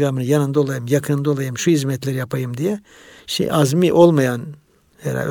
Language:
Turkish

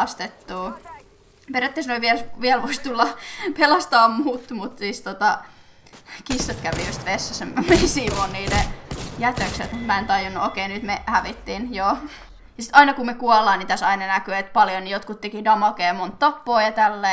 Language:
Finnish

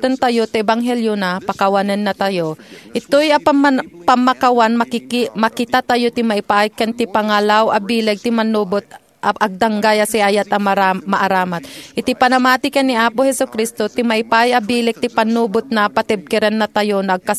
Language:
Iloko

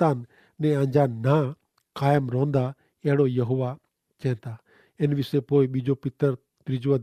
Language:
Kachhi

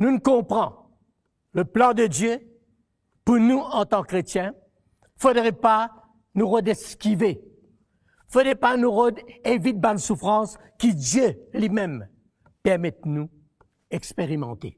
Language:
Morisyen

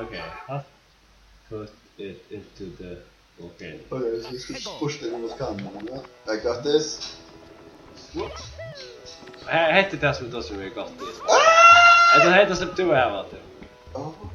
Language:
Faroese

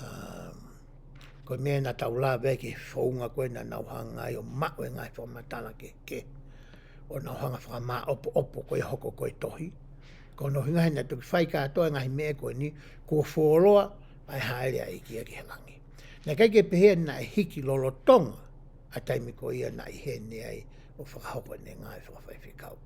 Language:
Tongan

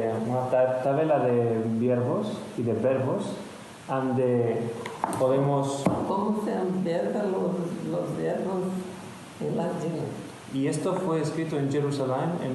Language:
Ladino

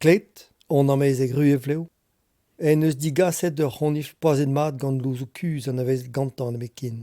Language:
Breton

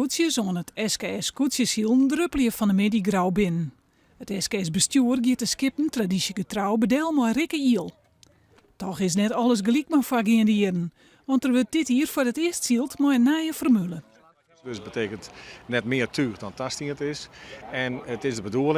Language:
Western Frisian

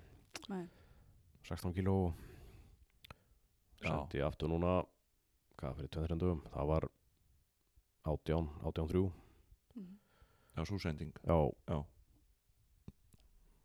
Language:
Icelandic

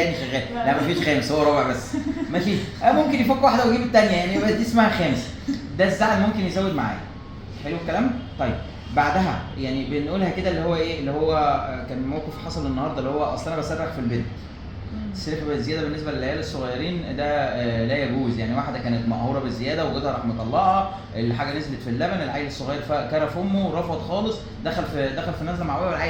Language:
Egyptian Arabic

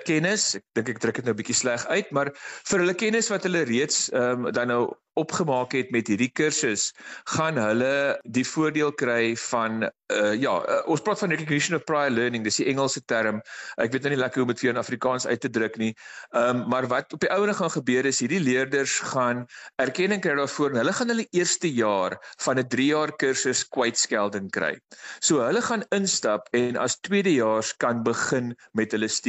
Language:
Afrikaans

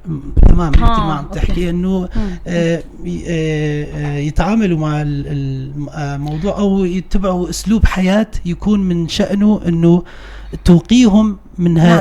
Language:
North Levantine Arabic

